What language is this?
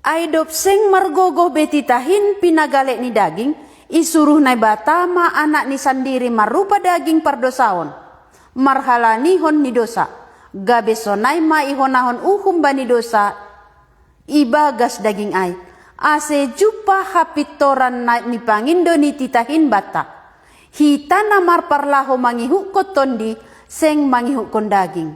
Batak Simalungun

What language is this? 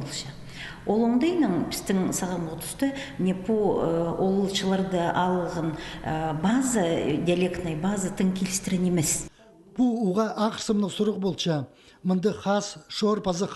Khakas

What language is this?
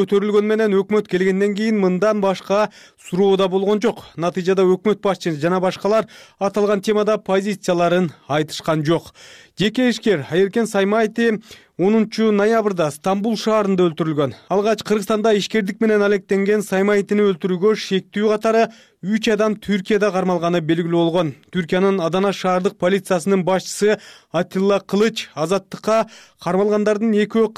Kyrgyz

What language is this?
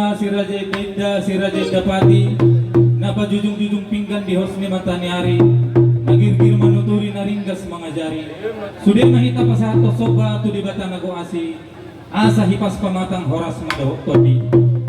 Batak Toba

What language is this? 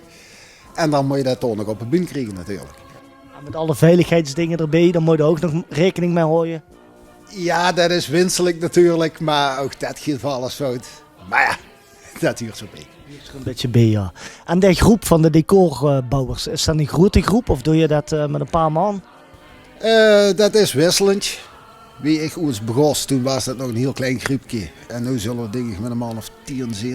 Limburgish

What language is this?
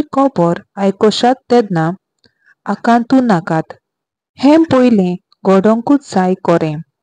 Konkani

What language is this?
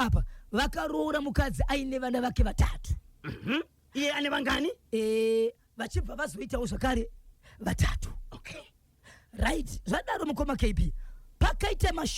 Shona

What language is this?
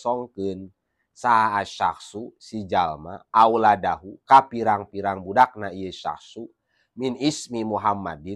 Sundanese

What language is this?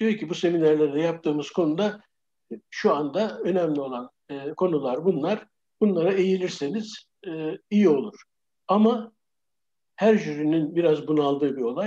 Turkish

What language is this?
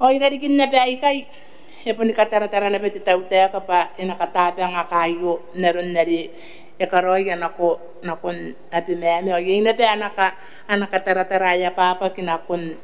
Gilbertese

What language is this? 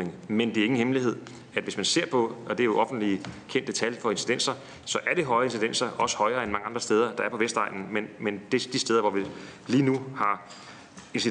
Danish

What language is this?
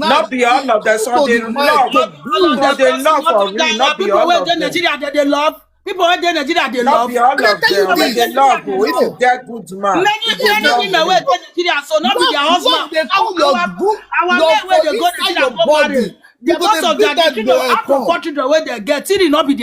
Nigerian Pidgin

